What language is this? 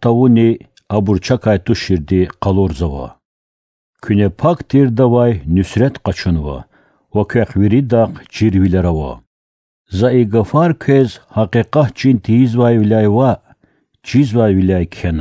Lezghian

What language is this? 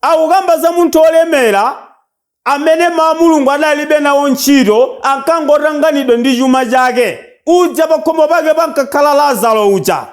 Nyanja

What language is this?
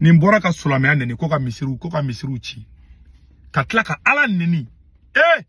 Bambara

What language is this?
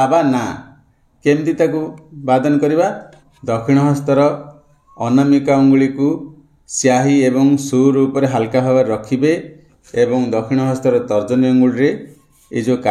Odia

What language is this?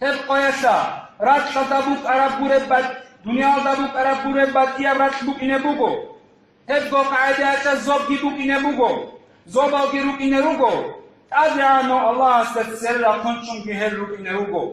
Avaric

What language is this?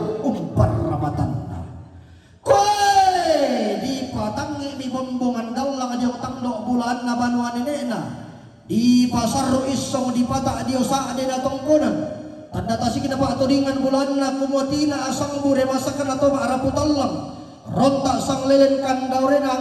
Toraja-Sa'dan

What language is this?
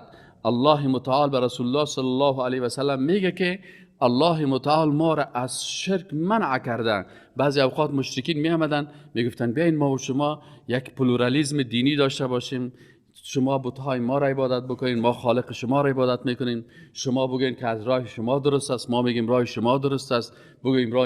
Persian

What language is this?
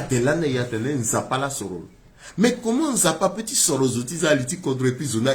Sango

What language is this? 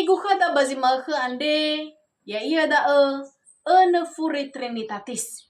Nias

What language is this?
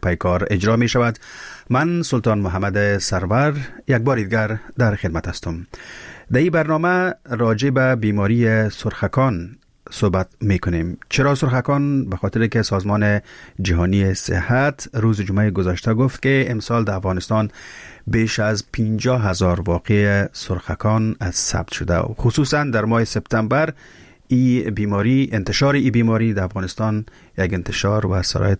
Persian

